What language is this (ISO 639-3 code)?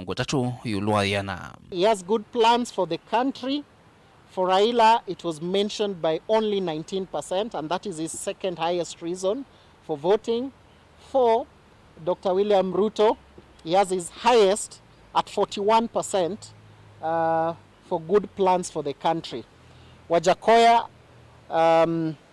kam